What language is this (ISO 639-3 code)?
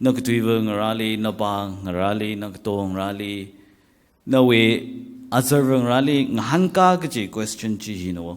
nmf